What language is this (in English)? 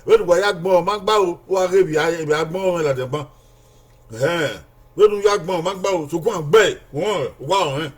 Bini